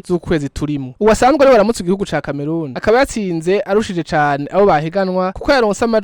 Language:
Rundi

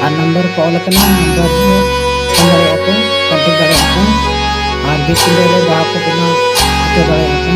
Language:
Santali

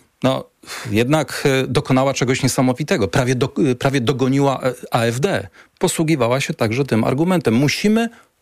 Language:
Polish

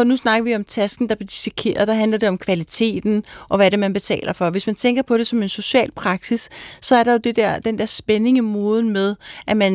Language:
Danish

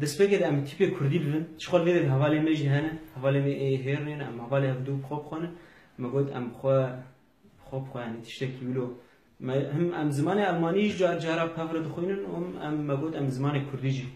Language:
Kurdish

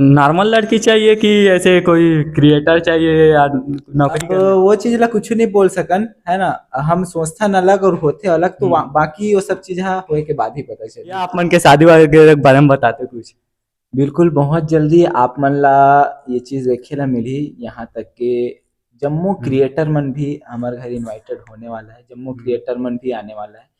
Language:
Chhattisgarhi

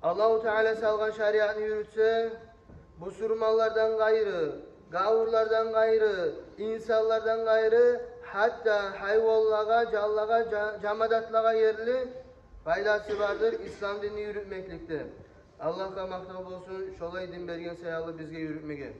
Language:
Kumyk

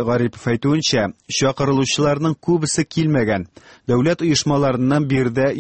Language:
Tatar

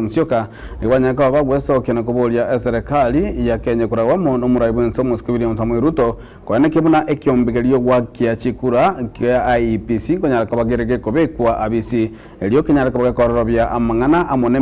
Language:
Gusii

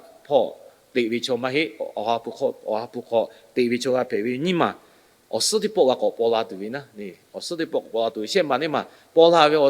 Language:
Lahu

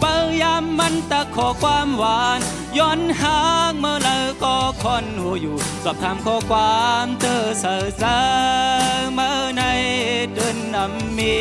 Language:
Shan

